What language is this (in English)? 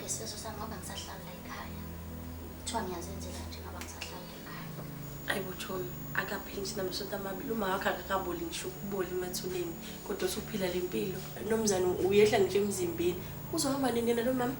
Zulu